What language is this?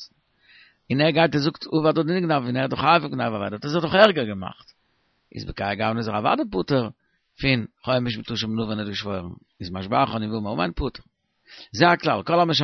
Yiddish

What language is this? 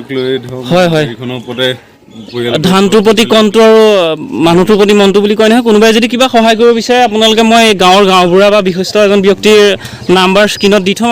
Assamese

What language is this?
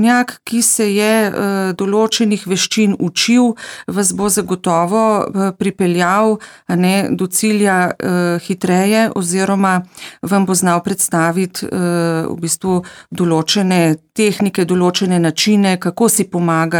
Slovenian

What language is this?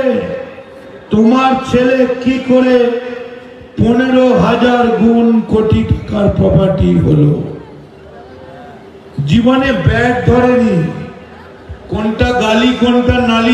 Bangla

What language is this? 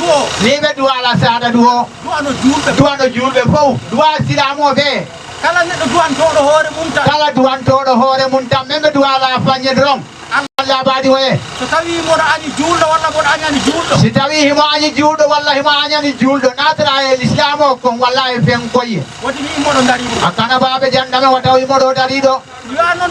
Fula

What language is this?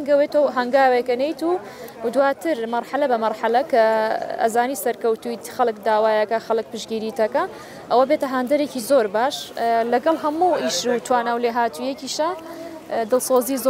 Central Kurdish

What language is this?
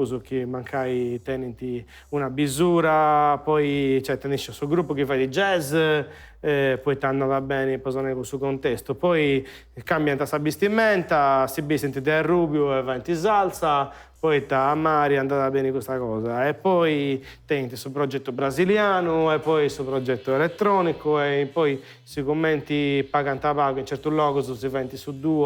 Sardinian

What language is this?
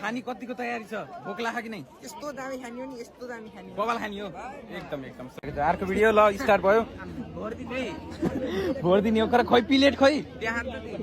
Nepali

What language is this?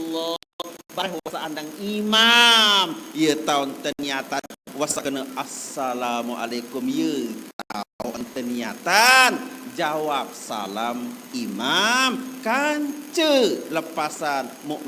Sasak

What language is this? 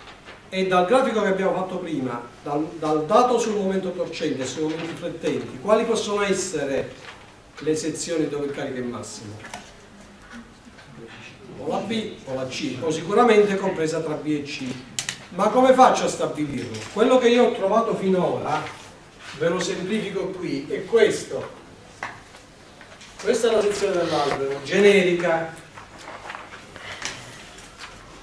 Italian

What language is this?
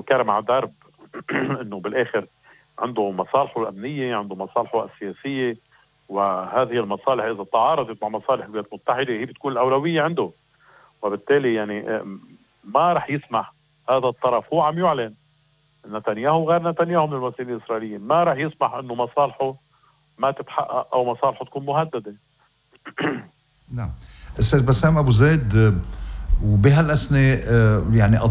North Levantine Arabic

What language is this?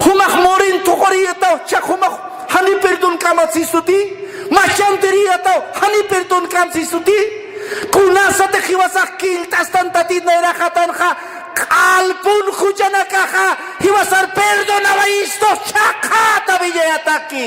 Aymara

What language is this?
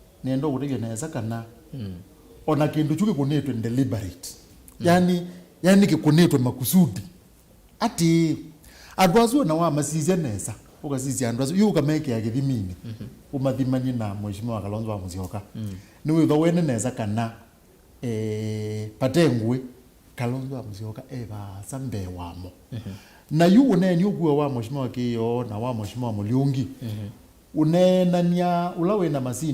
Kamba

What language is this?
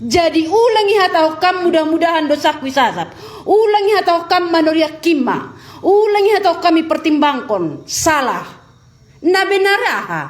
Batak Simalungun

